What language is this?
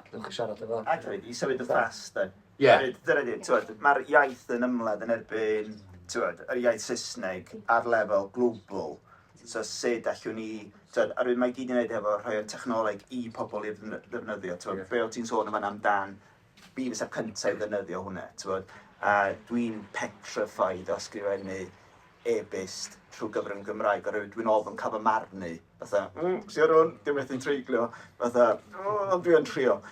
Welsh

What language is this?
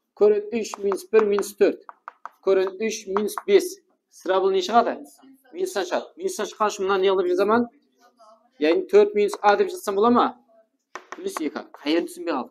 Kara-Kalpak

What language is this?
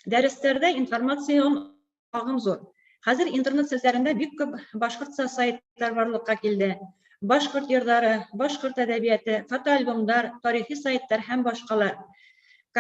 Bashkir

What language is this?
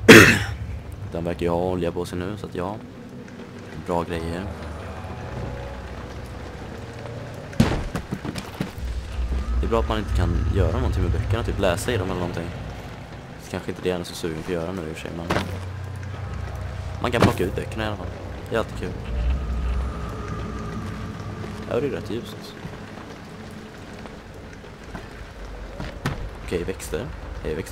Swedish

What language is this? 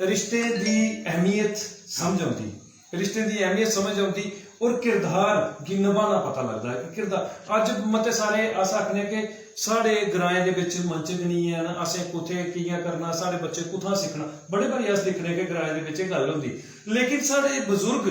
Dogri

